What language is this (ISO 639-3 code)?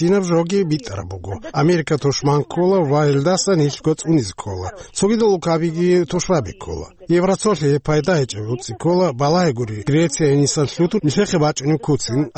ava